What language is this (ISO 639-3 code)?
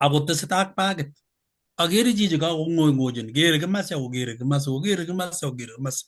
kln